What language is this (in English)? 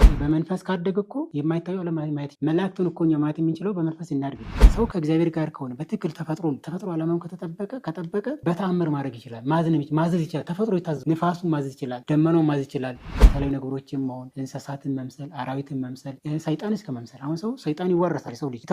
Amharic